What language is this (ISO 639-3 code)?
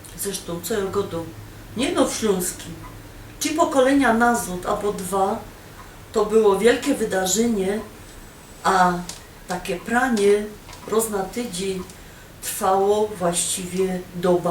szl